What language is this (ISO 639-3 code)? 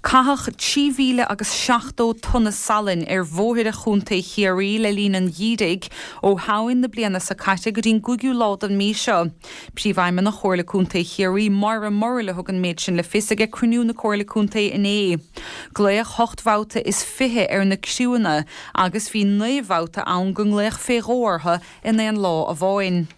gle